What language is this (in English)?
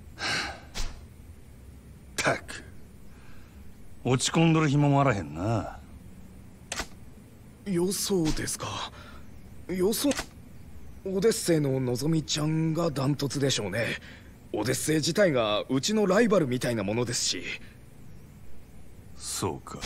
Japanese